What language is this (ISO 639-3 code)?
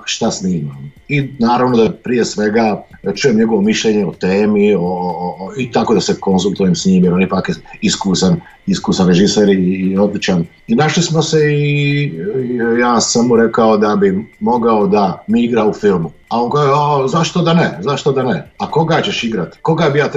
srp